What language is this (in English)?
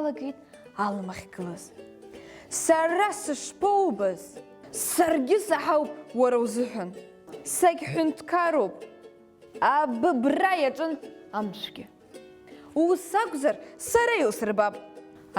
Abkhazian